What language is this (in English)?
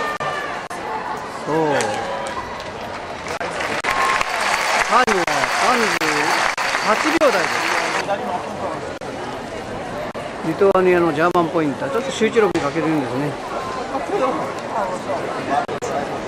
Japanese